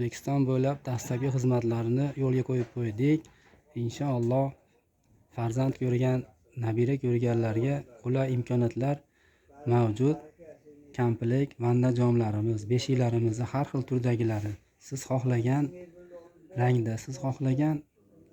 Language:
Uzbek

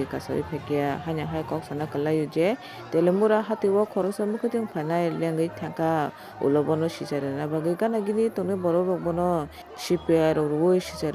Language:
Kok Borok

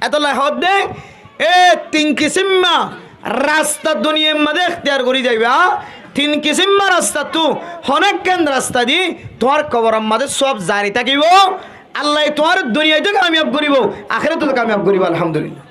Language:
Rohingya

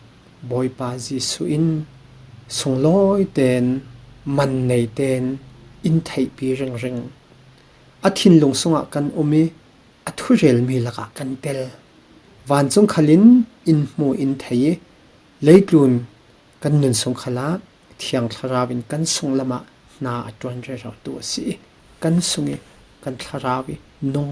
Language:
Falam Chin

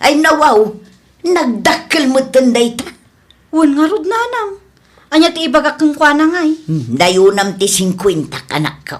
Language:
Iloko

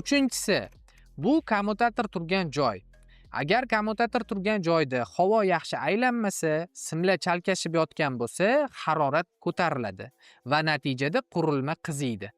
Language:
Uzbek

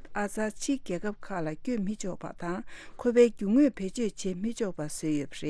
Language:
Tibetan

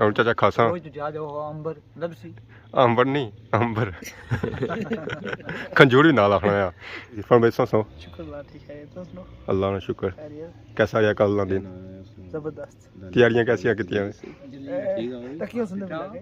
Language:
Pahari-Potwari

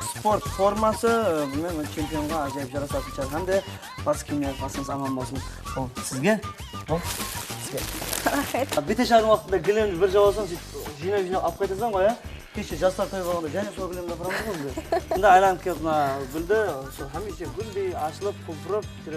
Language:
Kara-Kalpak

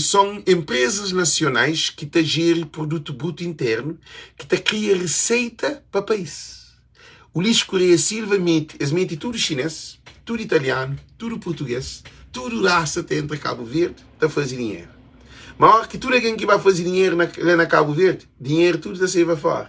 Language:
Kabuverdianu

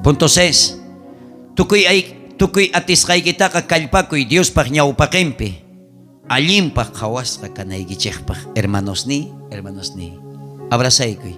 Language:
South Bolivian Quechua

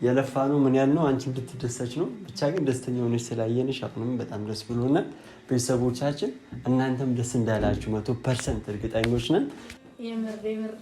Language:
Amharic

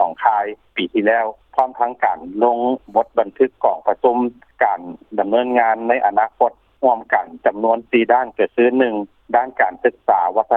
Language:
Lao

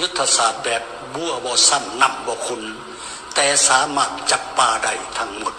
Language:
Lao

